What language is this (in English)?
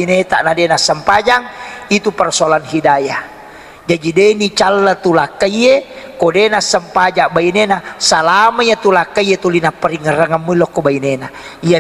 Buginese